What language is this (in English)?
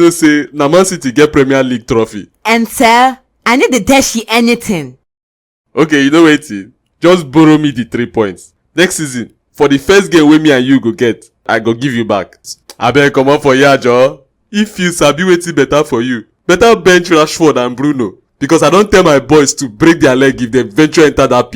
Nigerian Pidgin